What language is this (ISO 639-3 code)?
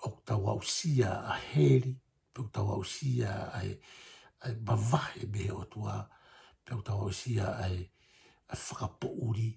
ton